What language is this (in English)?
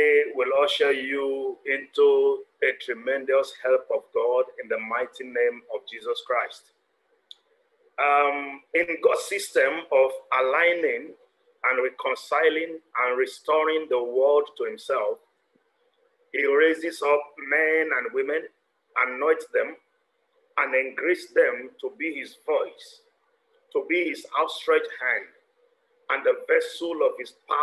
English